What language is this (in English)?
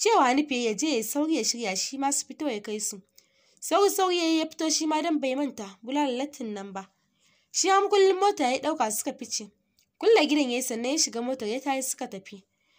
Hausa